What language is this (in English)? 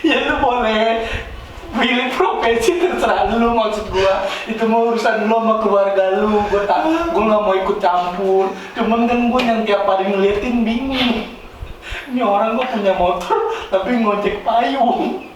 Betawi